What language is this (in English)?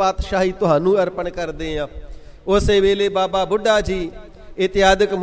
Punjabi